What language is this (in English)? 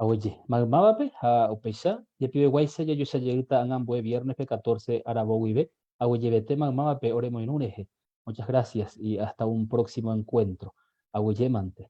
Guarani